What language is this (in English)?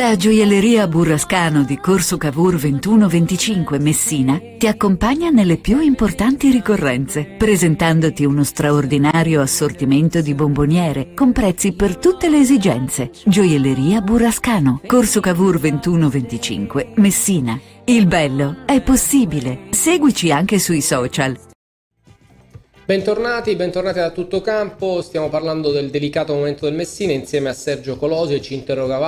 Italian